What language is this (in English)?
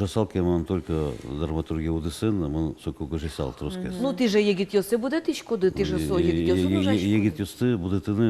Udmurt